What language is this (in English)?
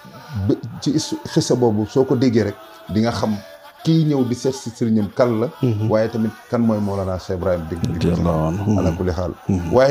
Wolof